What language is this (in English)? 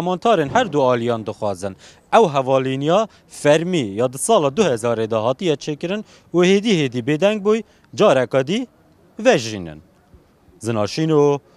Kurdish